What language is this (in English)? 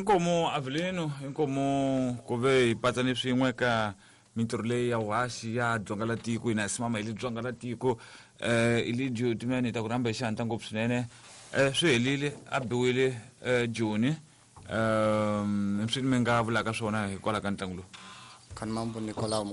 Tsonga